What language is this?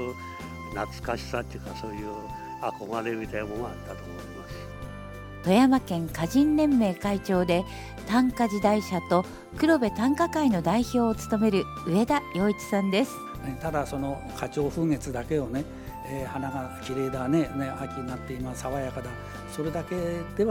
Japanese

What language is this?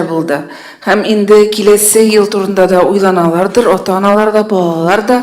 Tatar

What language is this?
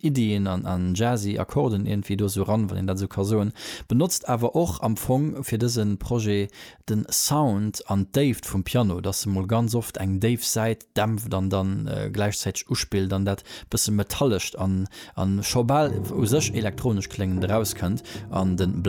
Luxembourgish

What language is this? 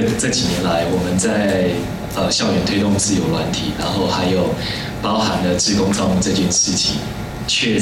Chinese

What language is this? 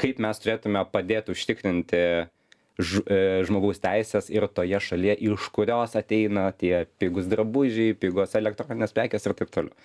Lithuanian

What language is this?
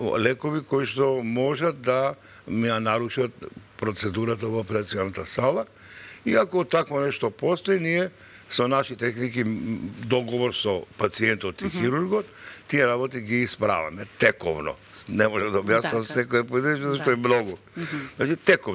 Macedonian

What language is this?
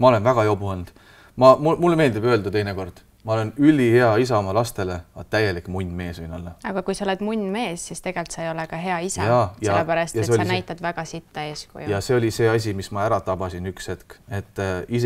Estonian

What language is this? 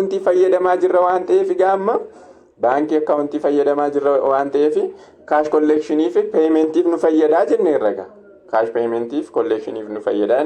Oromo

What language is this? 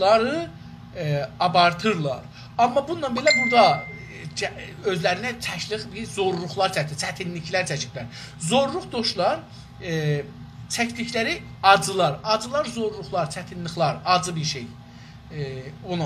South Azerbaijani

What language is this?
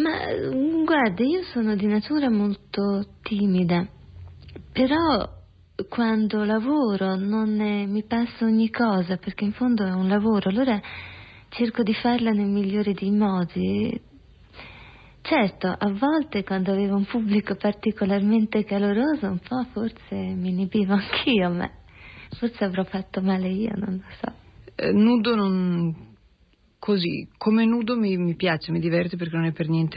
Italian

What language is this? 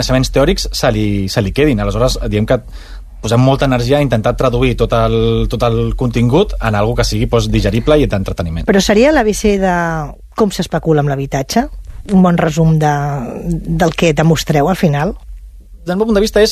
Catalan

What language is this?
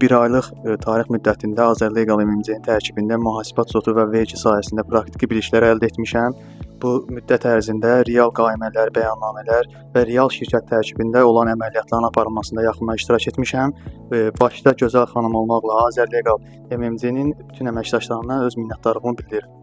Azerbaijani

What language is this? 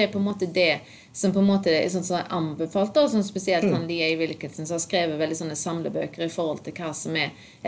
Norwegian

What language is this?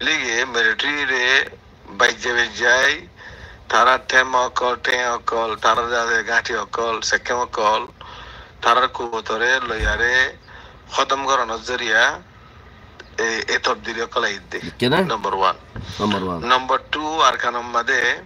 Rohingya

